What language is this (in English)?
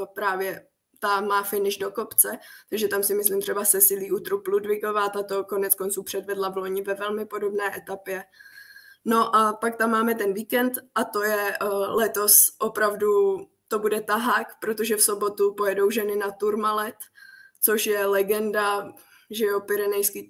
Czech